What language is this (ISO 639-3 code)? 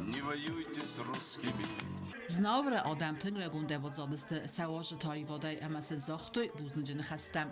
oss